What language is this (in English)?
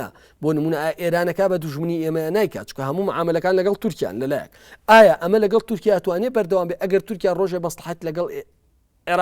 Central Kurdish